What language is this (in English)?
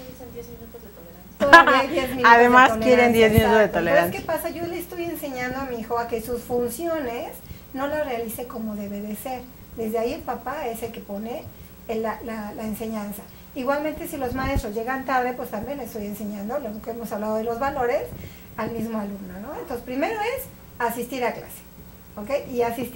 Spanish